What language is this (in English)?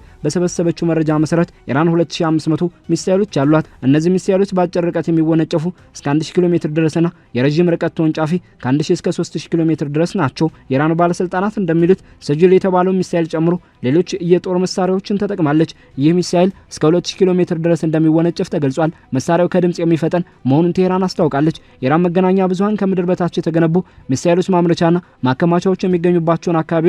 Amharic